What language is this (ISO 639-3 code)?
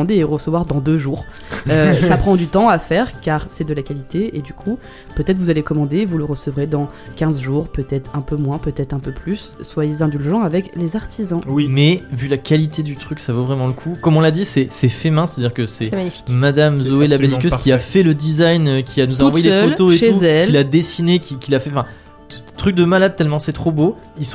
fra